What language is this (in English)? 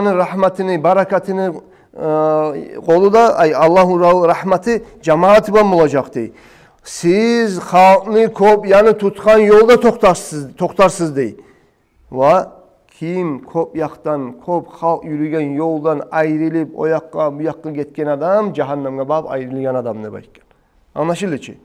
Kumyk